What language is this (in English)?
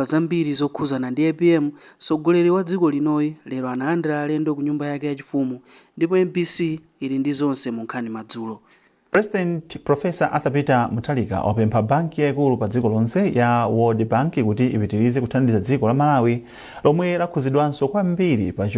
Nyanja